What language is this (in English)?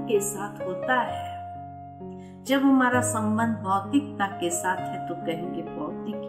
Hindi